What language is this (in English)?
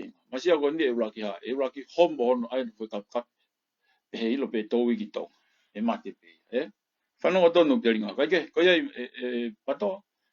Tongan